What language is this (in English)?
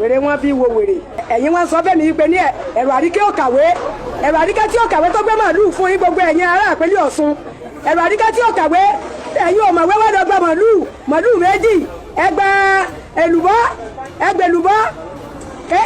Yoruba